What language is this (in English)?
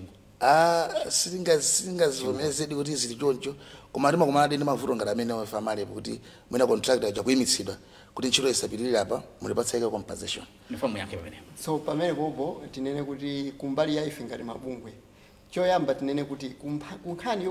Nyanja